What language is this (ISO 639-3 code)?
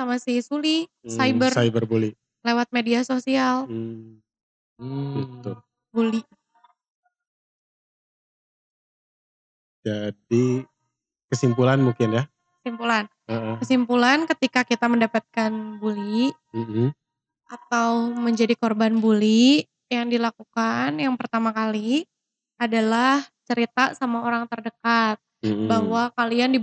ind